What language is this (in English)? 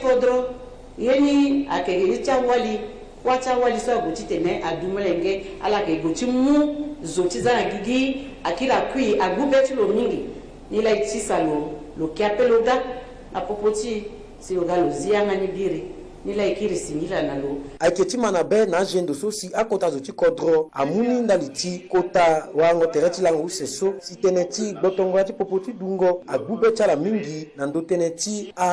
Sango